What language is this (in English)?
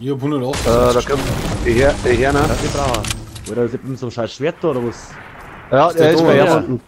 Bavarian